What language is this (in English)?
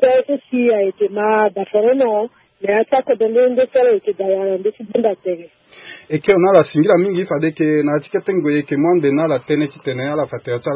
Sango